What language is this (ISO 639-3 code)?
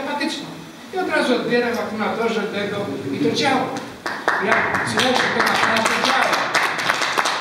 pol